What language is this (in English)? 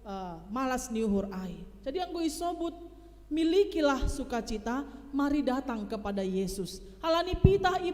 Batak Simalungun